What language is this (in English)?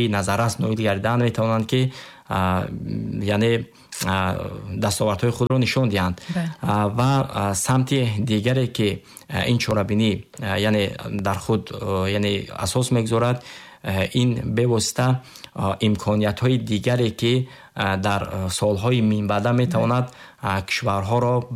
Tajik